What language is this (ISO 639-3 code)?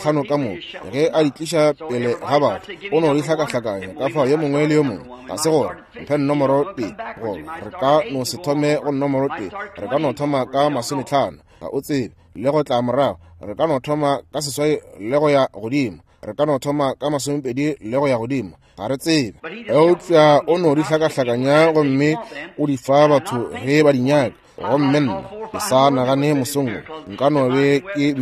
nso